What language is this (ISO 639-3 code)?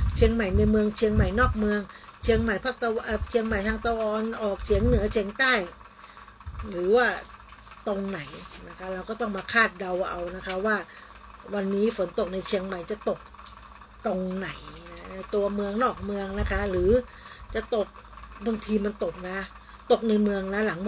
tha